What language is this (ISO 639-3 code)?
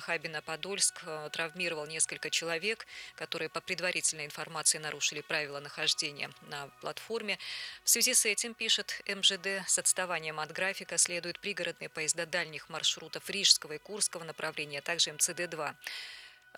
rus